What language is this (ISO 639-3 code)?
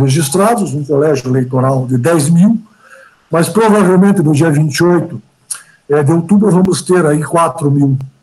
por